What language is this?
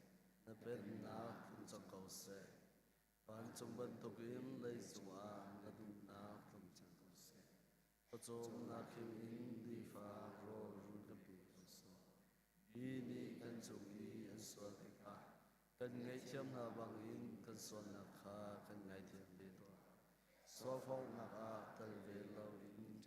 Hakha Chin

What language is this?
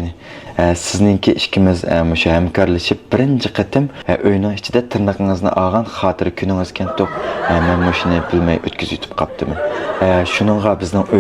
Uyghur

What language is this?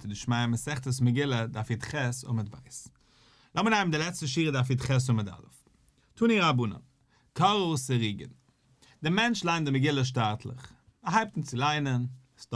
Yiddish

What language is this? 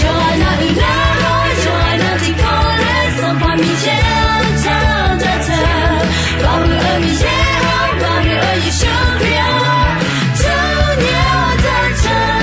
Akha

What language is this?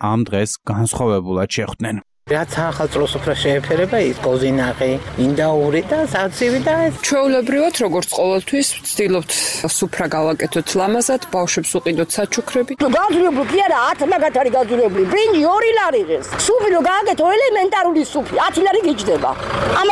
Georgian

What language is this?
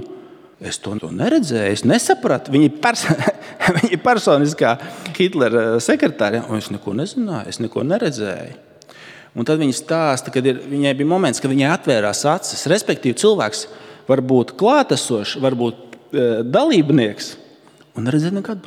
Latvian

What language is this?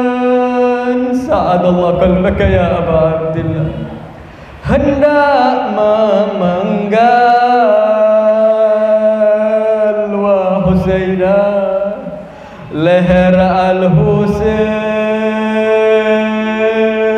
Indonesian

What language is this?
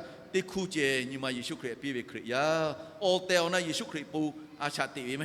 Lahu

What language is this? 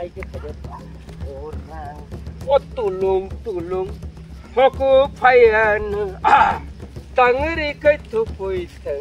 Kok Borok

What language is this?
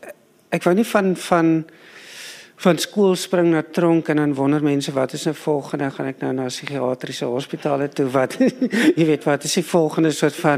Afrikaans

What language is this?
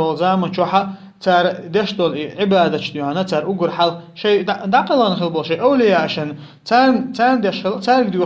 Chechen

